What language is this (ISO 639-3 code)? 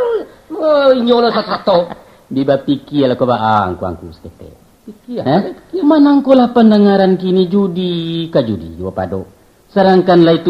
min